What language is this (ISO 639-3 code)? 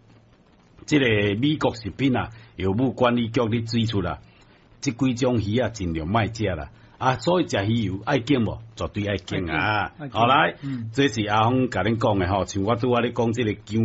nan